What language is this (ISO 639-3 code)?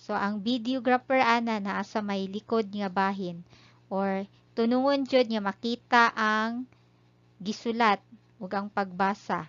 ceb